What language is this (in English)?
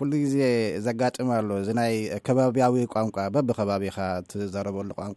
Tigrinya